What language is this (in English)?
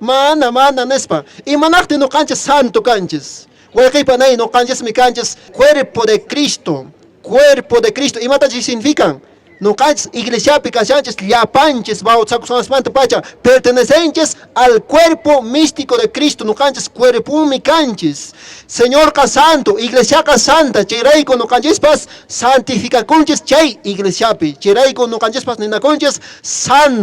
Quechua